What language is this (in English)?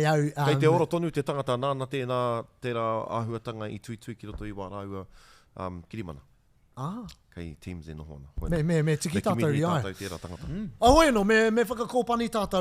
Māori